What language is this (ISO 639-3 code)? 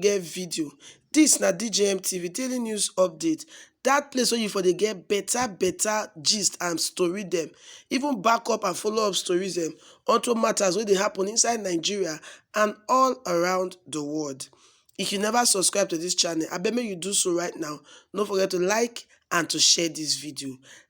pcm